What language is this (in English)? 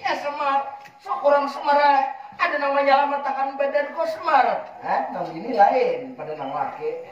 Banjar